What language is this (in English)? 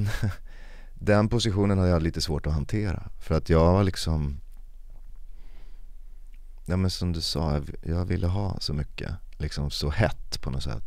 Swedish